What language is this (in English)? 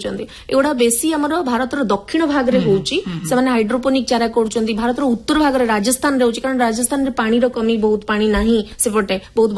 Odia